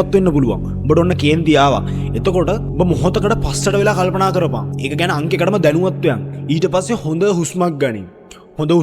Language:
Sinhala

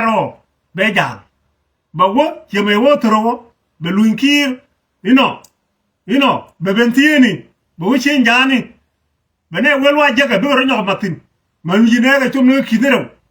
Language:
Nuer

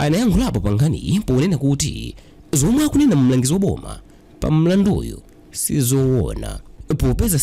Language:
Nyanja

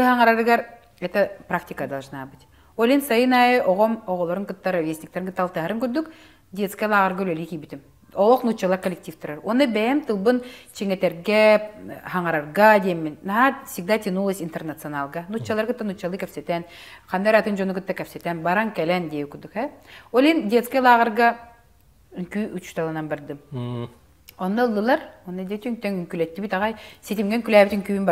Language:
Yakut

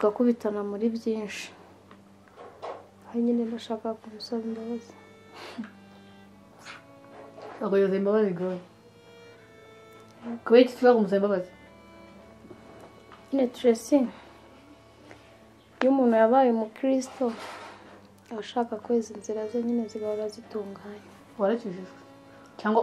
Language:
Kinyarwanda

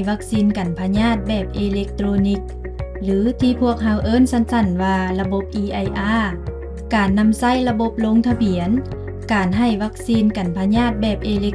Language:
Lao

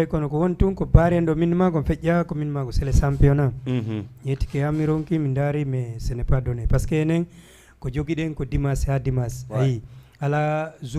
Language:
Fula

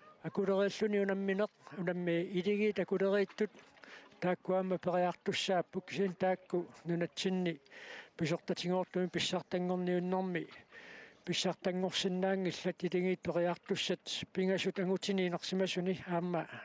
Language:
Kalaallisut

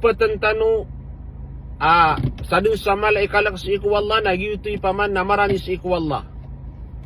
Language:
Maranao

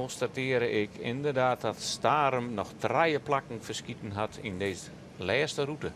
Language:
Western Frisian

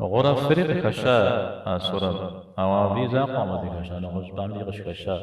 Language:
Kabardian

